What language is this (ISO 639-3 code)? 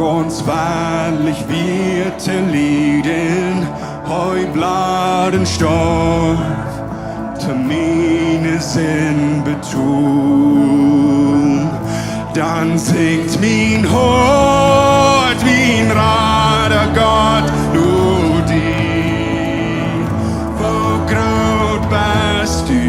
pdt